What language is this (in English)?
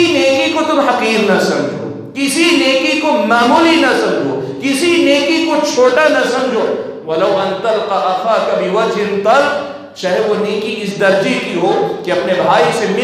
Urdu